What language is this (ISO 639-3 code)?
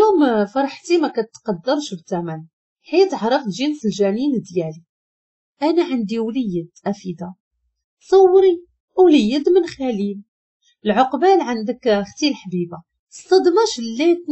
ary